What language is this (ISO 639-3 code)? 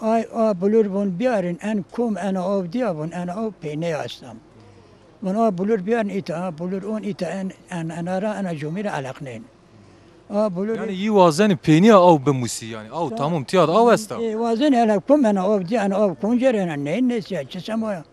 zza